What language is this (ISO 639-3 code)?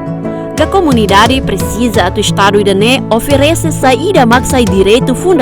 tet